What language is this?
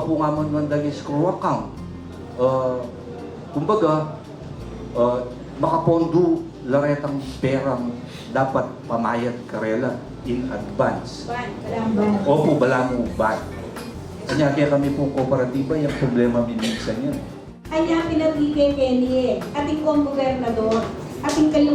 Pampanga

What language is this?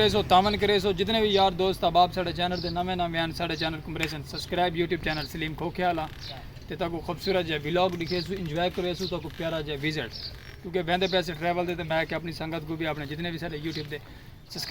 Saraiki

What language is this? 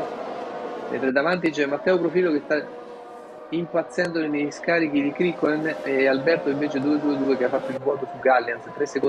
Italian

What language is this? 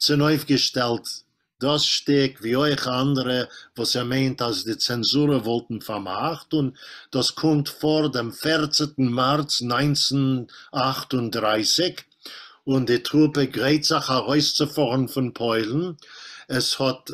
Yiddish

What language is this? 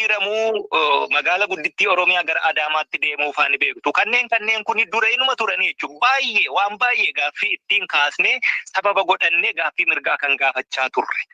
Oromo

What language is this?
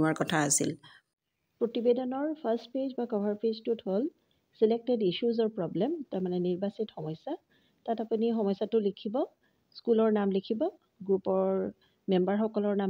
Assamese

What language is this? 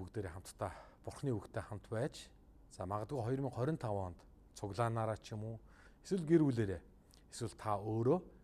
Mongolian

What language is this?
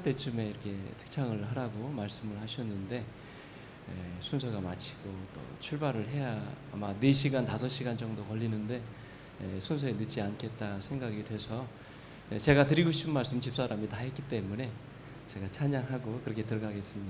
Korean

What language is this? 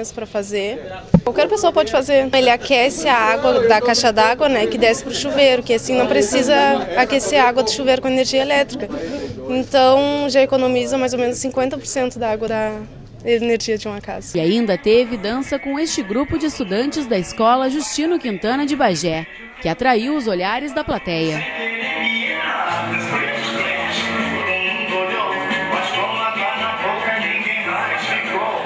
Portuguese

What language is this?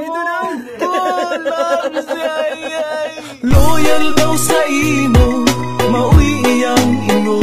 Cebuano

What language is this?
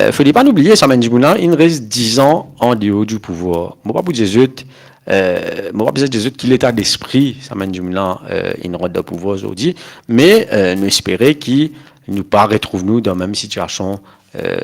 Morisyen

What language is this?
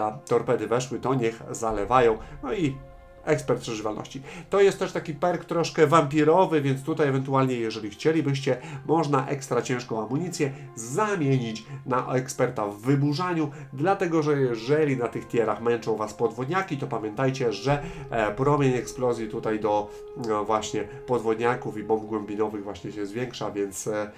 Polish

